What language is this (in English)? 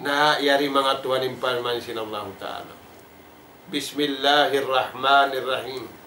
Tausug